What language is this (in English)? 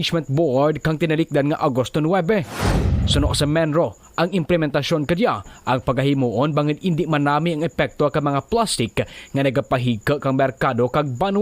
Kinaray-a